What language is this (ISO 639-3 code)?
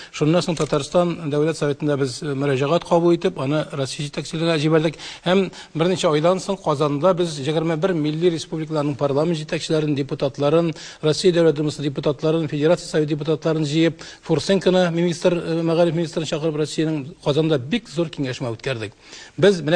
bak